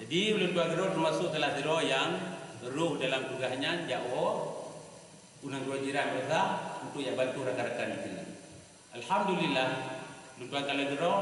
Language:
Achinese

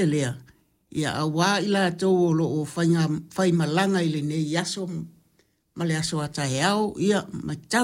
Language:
Samoan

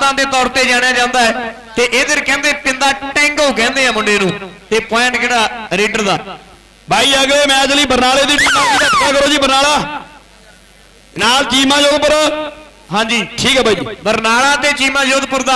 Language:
Punjabi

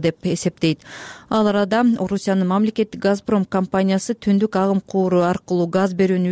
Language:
Kyrgyz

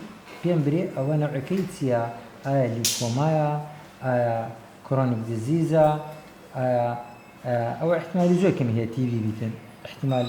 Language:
Central Kurdish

